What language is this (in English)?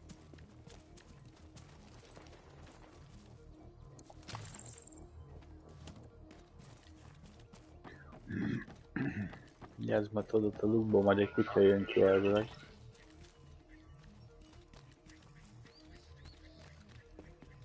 Hungarian